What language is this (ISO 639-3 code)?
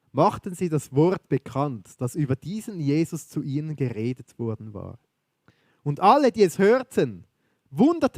gsw